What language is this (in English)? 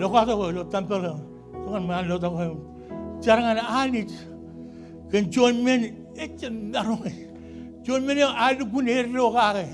Marshallese